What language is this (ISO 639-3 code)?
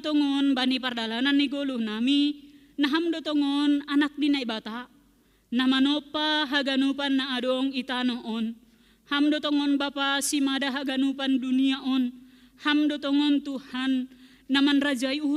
bts